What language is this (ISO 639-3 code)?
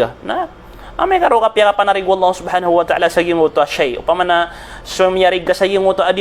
mrw